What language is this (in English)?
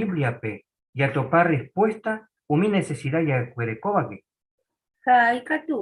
Guarani